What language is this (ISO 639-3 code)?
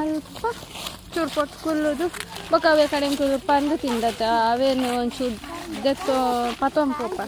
tcy